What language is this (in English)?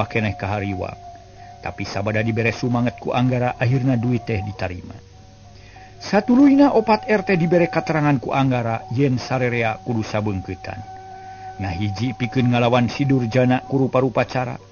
Sundanese